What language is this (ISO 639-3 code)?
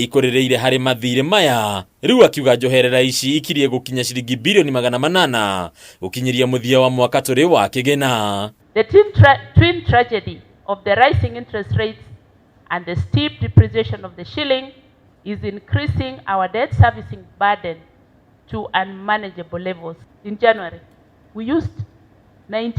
kik